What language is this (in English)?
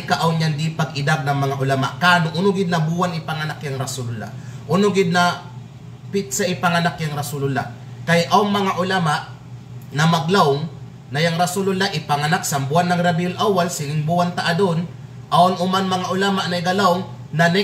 Kalagan